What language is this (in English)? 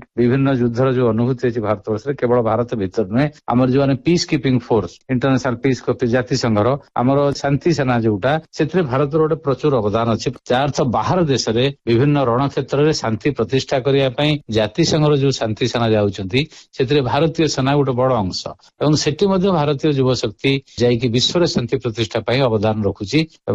Odia